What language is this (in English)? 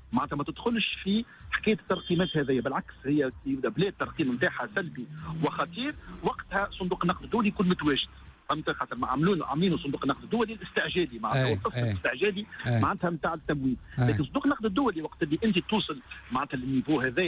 Tunisian Arabic